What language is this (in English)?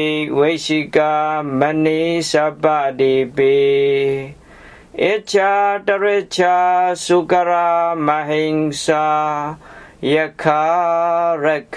Pali